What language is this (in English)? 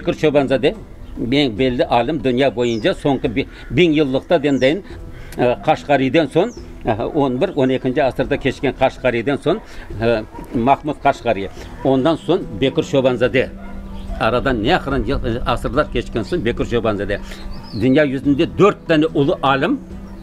Crimean Tatar